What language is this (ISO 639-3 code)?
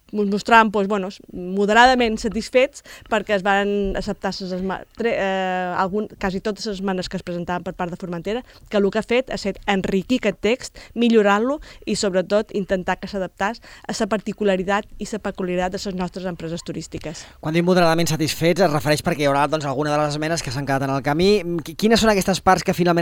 cat